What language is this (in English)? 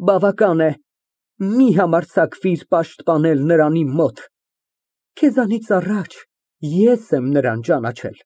Armenian